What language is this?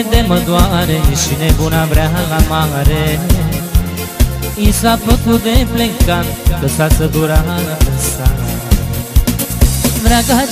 Romanian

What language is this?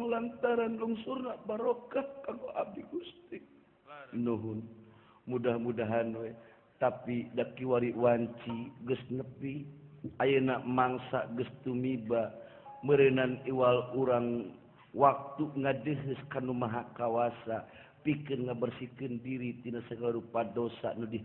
Sundanese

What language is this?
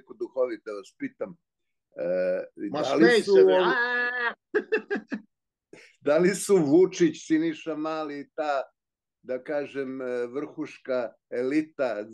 Serbian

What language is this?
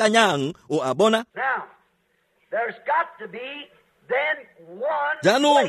Tswana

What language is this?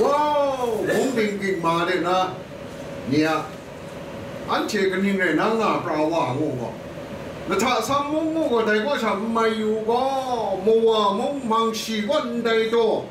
Kachin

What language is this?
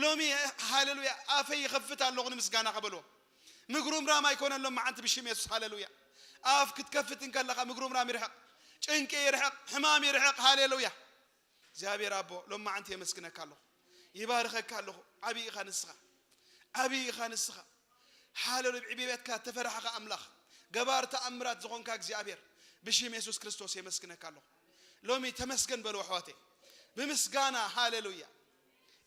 Tigrinya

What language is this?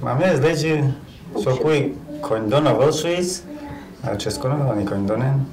Udmurt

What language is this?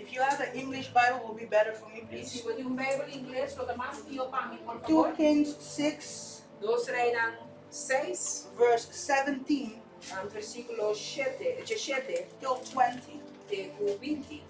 Papiamento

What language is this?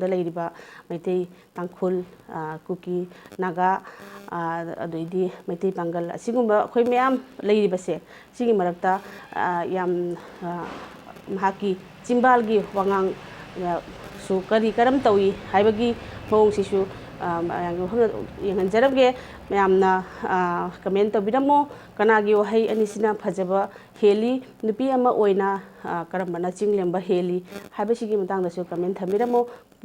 Manipuri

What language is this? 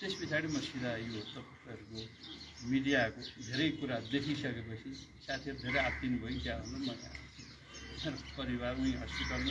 Nepali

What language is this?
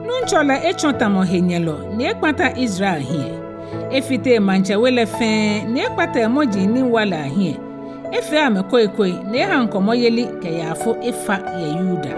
Ga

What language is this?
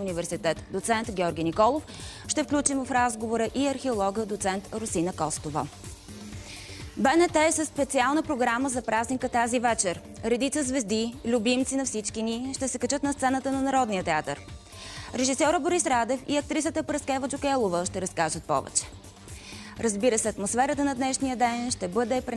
Bulgarian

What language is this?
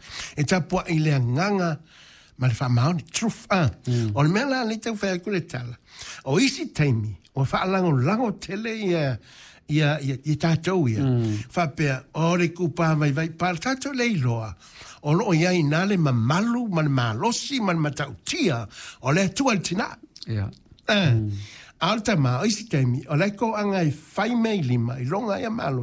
Samoan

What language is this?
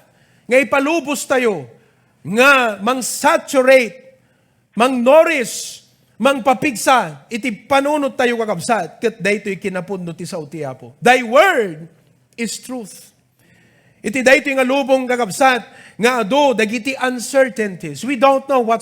Iloko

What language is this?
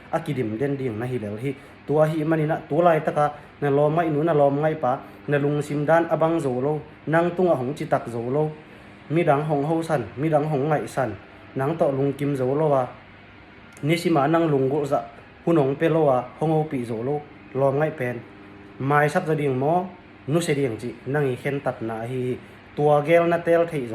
Tedim Chin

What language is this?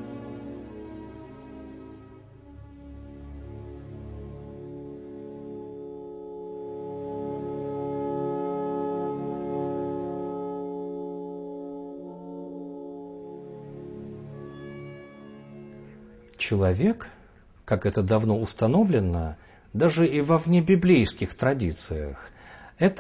Russian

